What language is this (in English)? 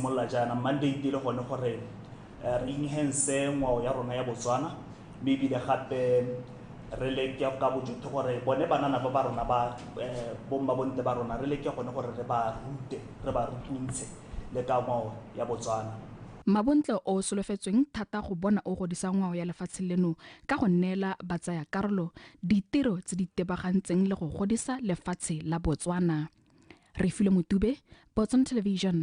Tswana